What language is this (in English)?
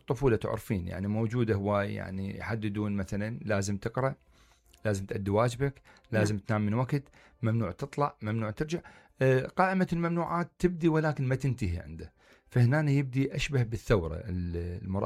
Mesopotamian Arabic